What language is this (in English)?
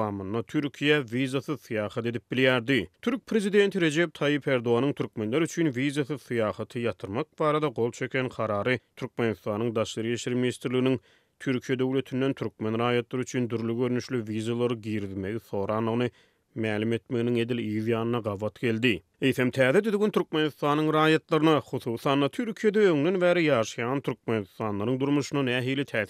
Turkmen